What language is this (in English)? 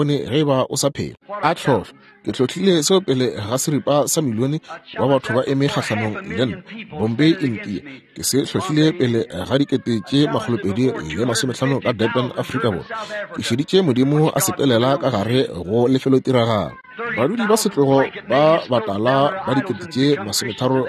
Northern Sotho